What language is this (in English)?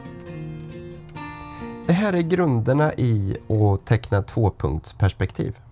Swedish